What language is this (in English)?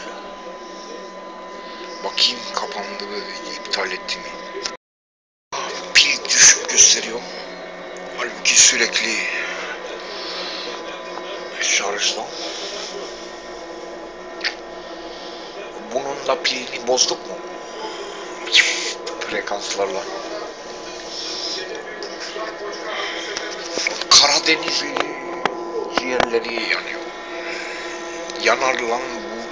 Turkish